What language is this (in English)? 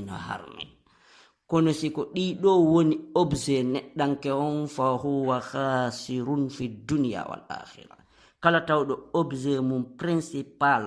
Fula